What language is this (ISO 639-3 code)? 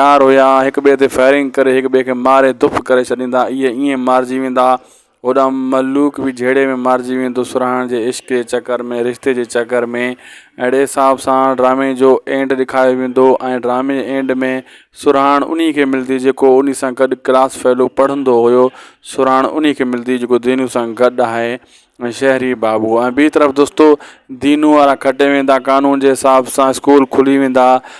snd